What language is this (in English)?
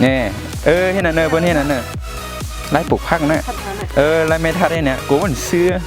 Shan